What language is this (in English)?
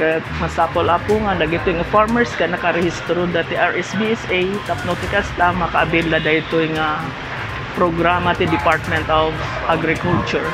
Iloko